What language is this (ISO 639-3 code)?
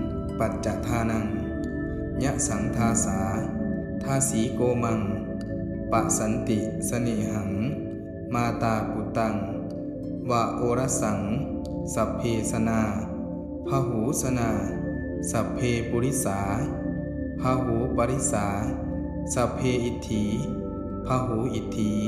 pli